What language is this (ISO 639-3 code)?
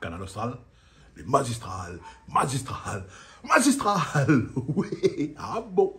rcf